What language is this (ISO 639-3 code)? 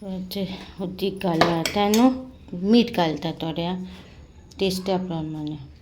kok